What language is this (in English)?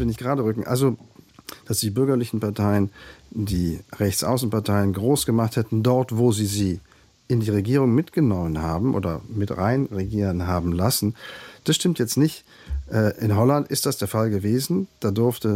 German